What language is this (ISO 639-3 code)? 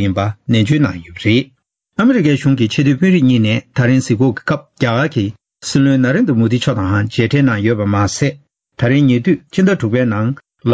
bod